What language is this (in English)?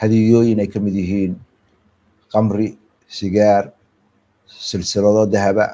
Somali